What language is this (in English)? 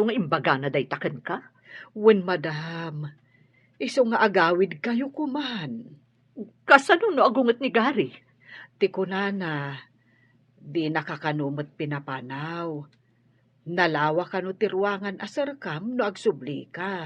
Iloko